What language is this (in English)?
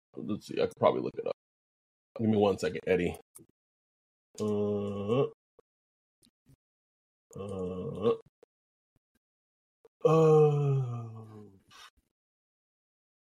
English